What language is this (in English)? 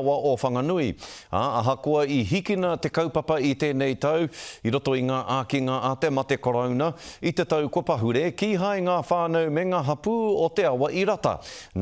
Māori